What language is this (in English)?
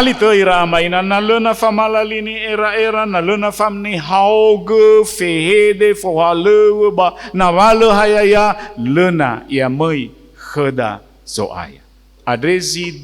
Nias